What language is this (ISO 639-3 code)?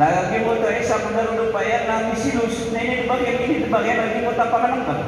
mrw